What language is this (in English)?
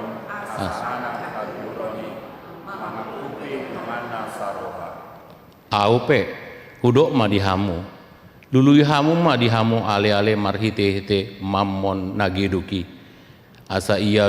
Batak Toba